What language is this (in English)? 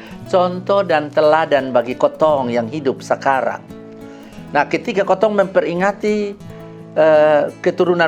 Kupang Malay